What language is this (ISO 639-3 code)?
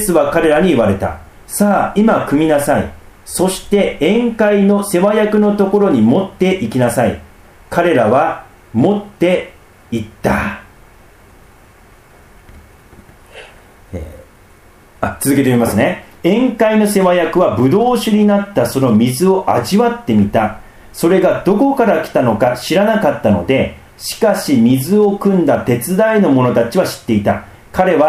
jpn